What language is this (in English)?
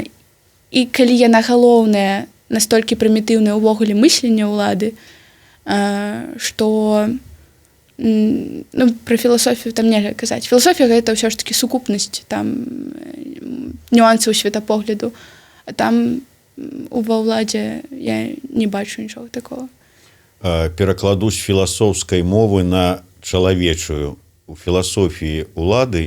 Belarusian